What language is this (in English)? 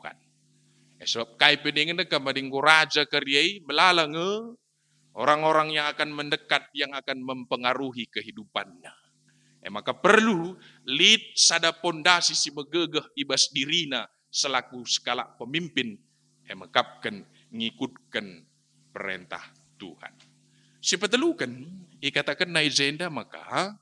Batak Karo